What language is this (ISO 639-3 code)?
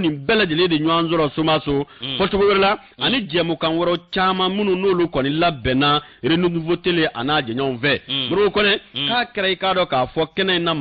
bam